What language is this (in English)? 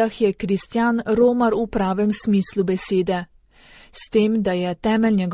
Slovenian